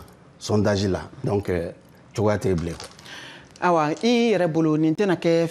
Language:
Bambara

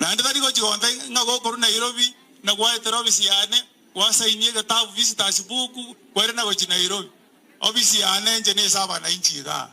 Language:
Gusii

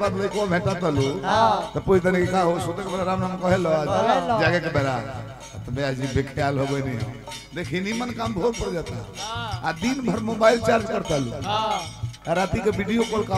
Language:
Bhojpuri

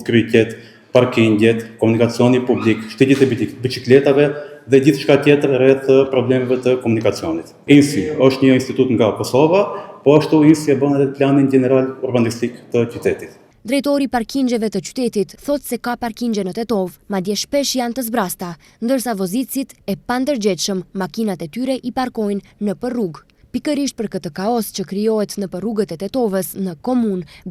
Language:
Albanian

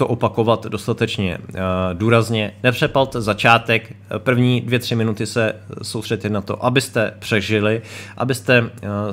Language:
Czech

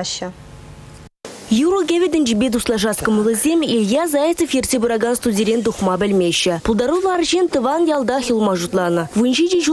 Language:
Chuvash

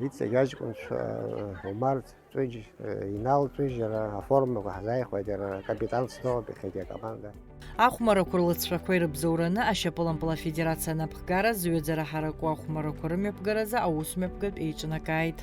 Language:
Abkhazian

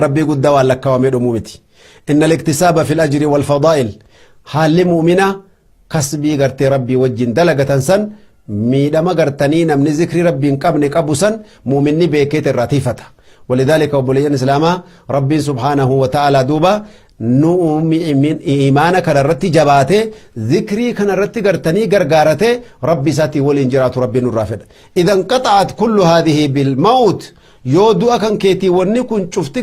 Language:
Oromo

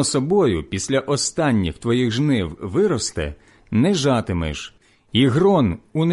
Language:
Ukrainian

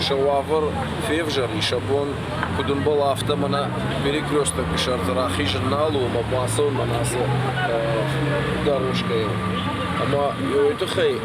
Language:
Ossetic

